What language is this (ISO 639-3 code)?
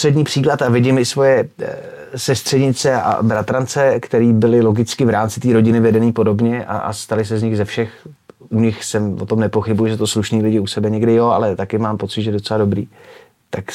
ces